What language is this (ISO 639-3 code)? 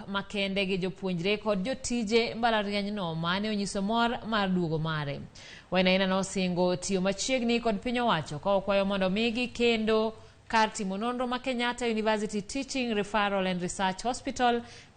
luo